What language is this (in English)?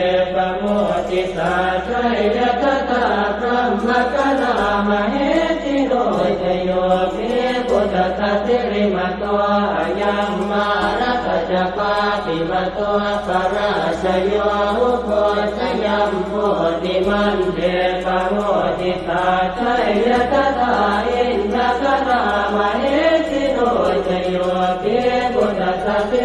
Pali